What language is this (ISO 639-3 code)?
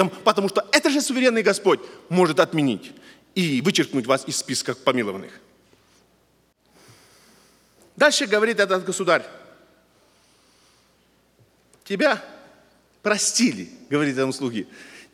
rus